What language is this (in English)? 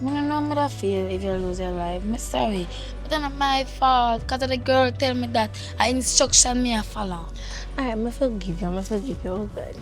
Jamaican Creole English